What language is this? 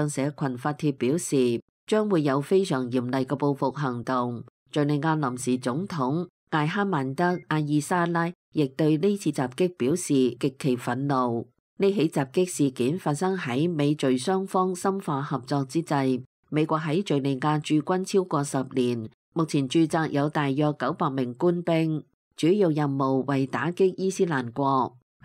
Cantonese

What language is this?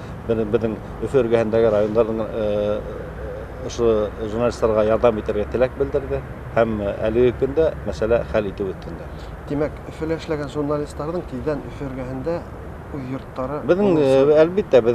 Tatar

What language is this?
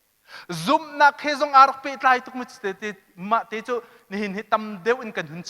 Hakha Chin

